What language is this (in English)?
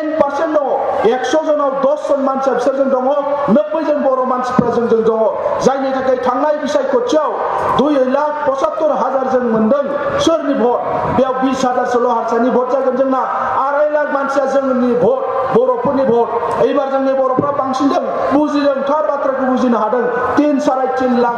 Bodo